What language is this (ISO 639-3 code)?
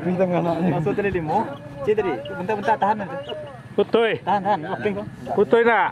min